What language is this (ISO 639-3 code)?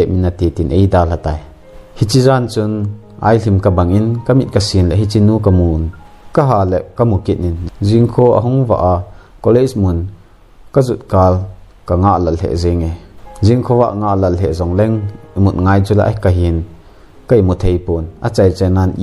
tcz